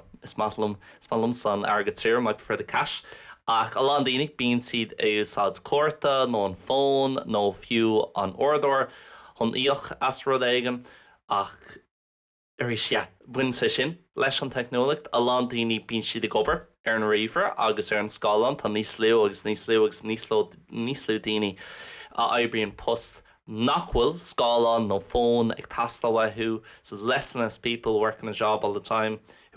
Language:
Irish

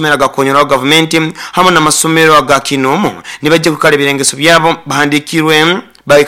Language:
Nyoro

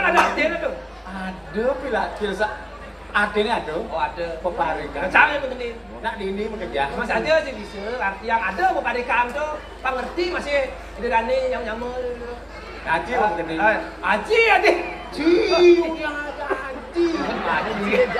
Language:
Balinese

